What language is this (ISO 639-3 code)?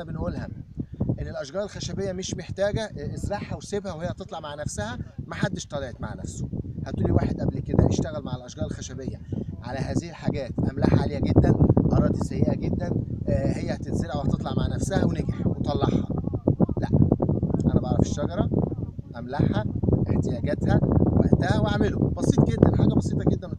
arz